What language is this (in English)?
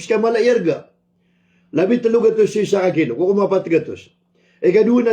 Maranao